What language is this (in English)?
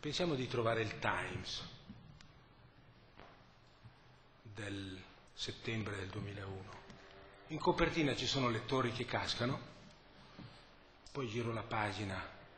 Italian